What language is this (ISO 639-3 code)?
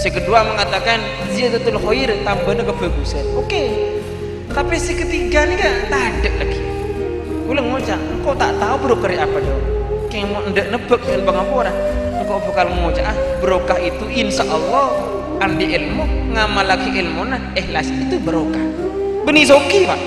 mad